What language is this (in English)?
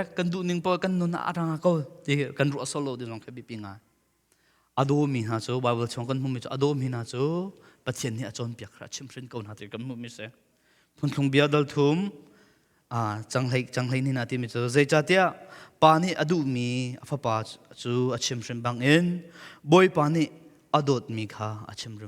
Hakha Chin